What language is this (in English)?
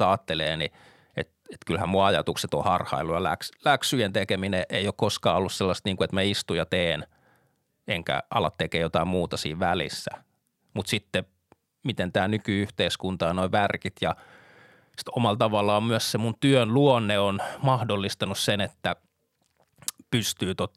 Finnish